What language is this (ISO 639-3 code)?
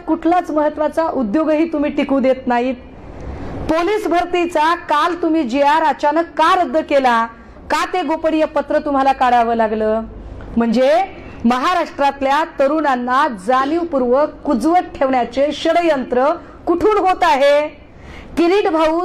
mar